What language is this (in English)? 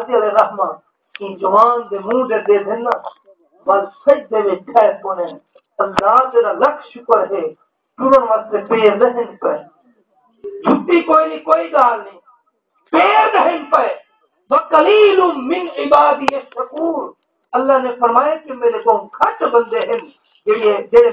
Saraiki